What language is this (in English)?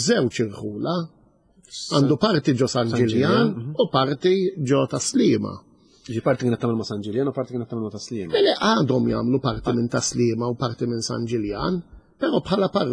Maltese